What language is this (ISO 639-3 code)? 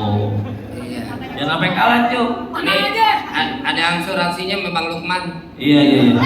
bew